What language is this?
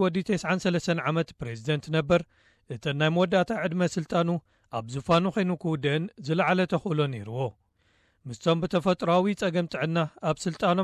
Tigrinya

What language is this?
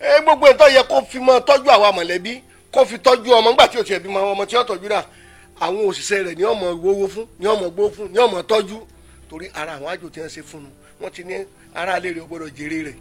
Yoruba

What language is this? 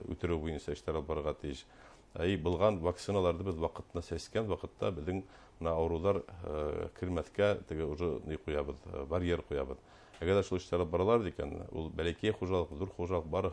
Bashkir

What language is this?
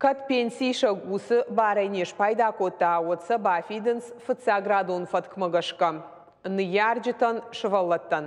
Ossetic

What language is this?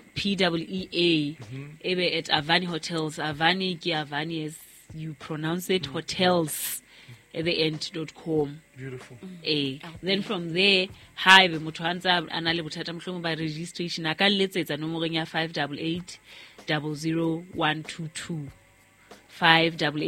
Southern Sotho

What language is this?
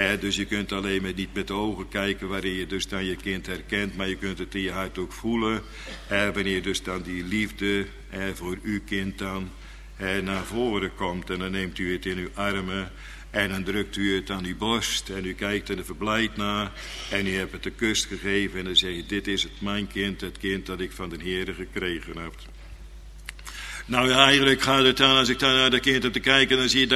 Dutch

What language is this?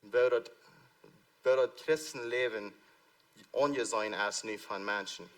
Plautdietsch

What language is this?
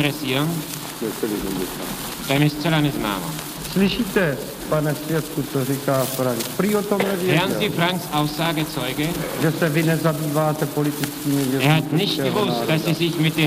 Czech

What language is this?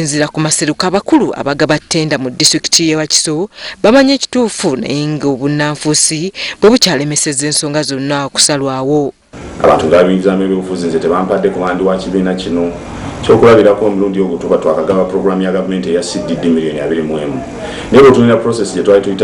Ganda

